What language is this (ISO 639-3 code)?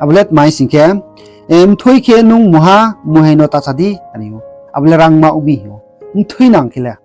ria